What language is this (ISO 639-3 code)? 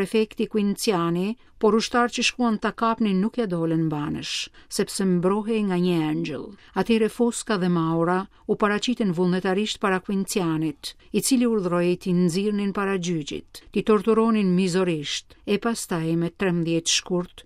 sqi